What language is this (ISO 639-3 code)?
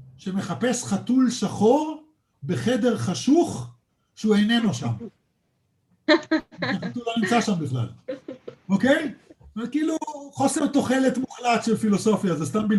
heb